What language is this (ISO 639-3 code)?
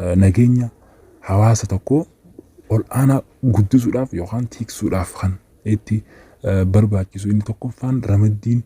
orm